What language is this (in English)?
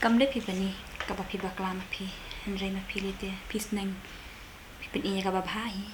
Khasi